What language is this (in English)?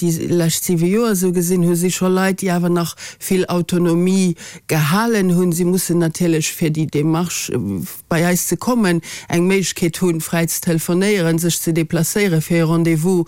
Luxembourgish